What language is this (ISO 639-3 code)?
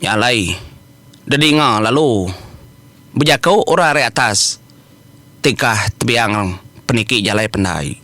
iba